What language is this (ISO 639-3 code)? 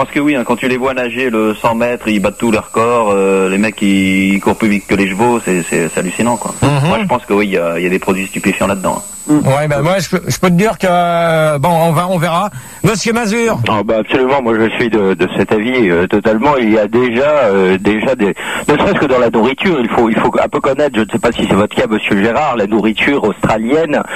fra